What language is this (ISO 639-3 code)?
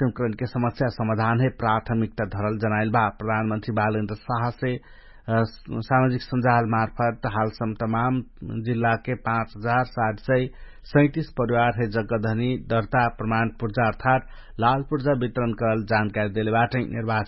thl